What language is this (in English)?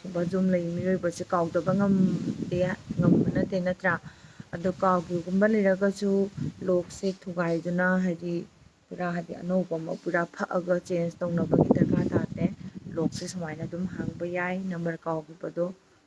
Manipuri